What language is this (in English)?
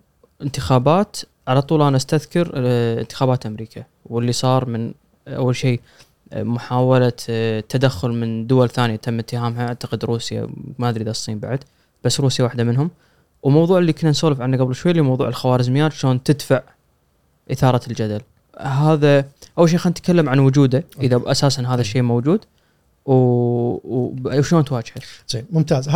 Gulf Arabic